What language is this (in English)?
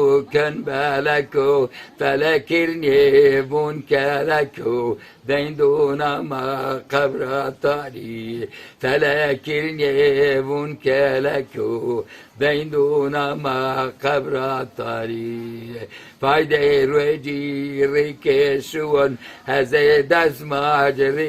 Zaza